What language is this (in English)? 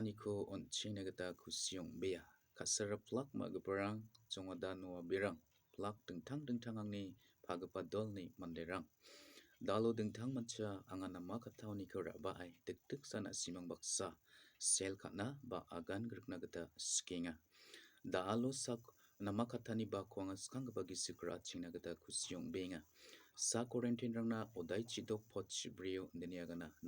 Garo